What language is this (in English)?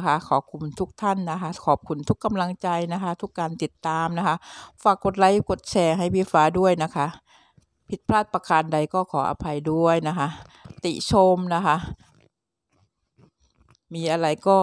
Thai